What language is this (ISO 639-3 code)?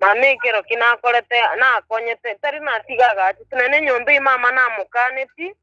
guz